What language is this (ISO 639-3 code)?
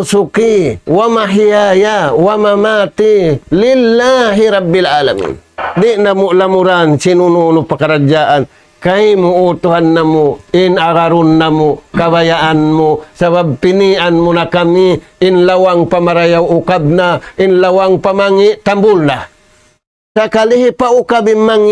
tsg